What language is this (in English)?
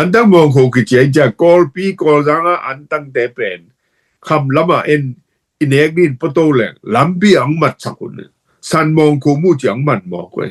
Tedim Chin